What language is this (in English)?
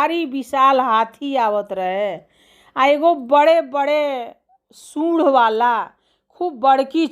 Bhojpuri